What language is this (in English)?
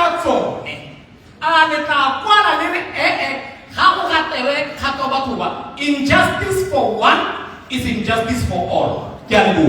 Tswana